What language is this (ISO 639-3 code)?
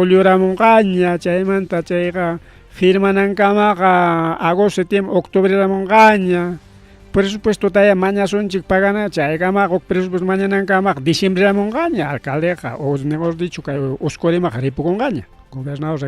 quy